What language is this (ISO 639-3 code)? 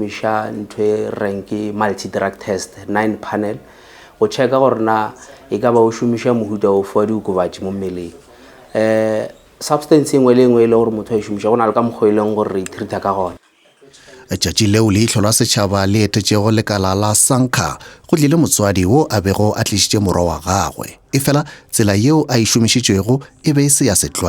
nso